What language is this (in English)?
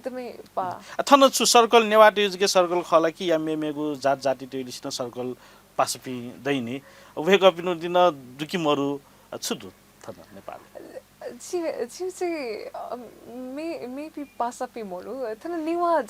Newari